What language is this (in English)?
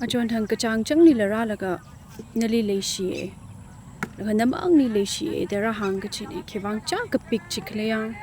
Tangkhul Naga (India)